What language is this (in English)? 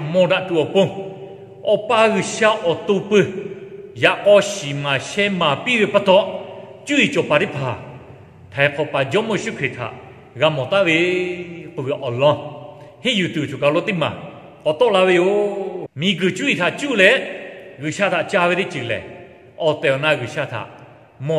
Lahu